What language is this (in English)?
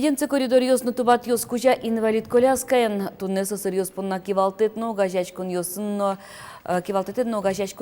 Udmurt